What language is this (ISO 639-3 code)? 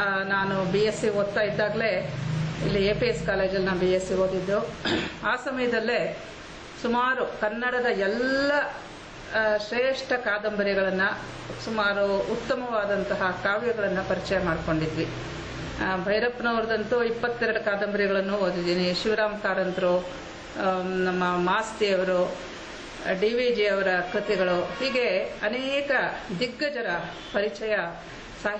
kan